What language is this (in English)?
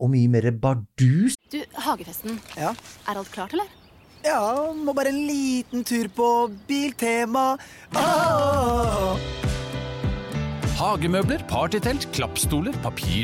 Norwegian